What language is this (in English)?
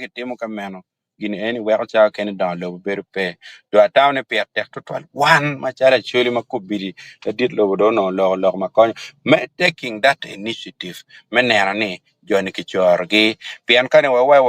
Acoli